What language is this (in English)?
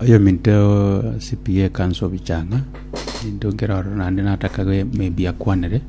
Gusii